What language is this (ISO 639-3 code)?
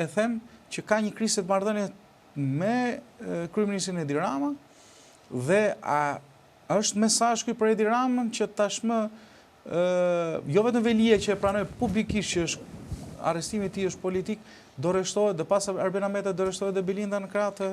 sqi